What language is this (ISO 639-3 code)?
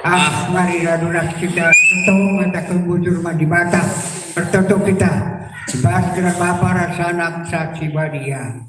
btx